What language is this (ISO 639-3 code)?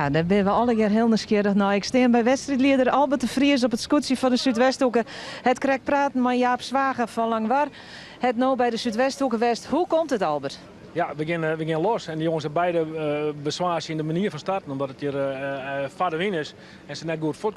fry